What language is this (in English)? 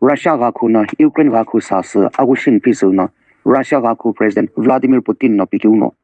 Sumi Naga